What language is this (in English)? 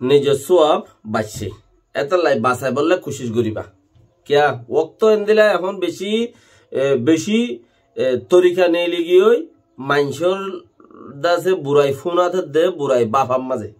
Rohingya